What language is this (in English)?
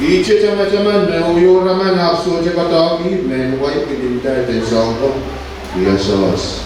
Pohnpeian